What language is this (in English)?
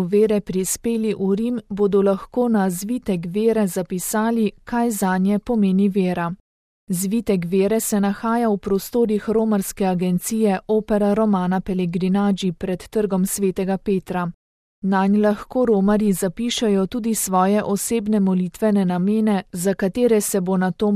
Slovenian